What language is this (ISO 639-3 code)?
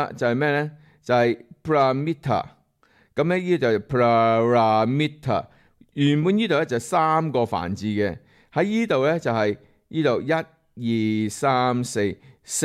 yue